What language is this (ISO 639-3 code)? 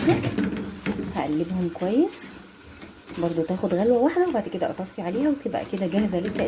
arz